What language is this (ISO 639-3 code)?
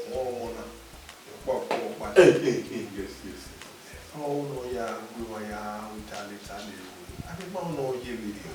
bin